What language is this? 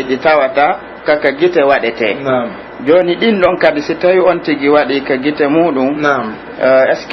Pular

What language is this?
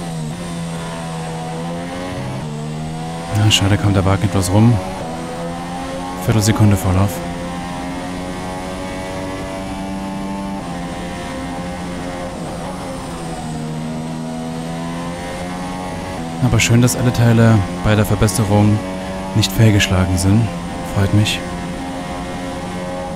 German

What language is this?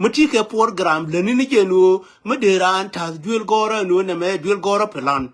Nuer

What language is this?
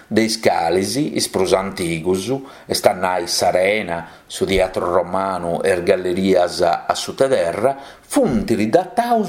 Sardinian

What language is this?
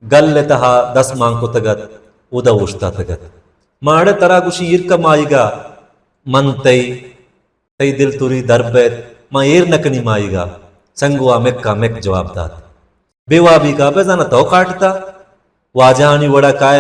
Baluchi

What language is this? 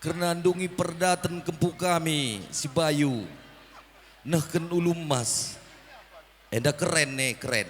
Batak Karo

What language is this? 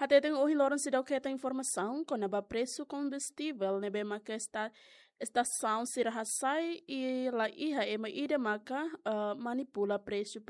Tetum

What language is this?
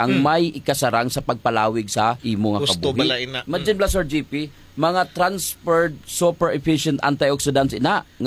Hiligaynon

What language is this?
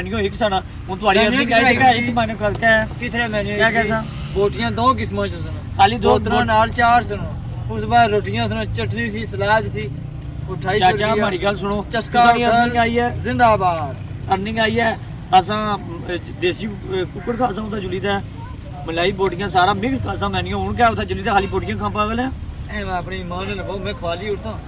Pahari-Potwari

